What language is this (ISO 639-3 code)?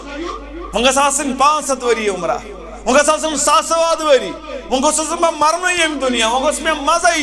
kas